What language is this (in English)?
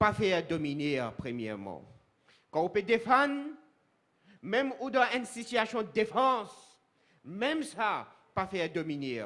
Morisyen